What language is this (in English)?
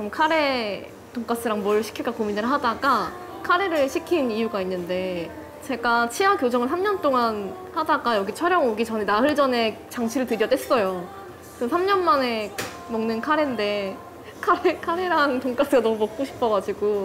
Korean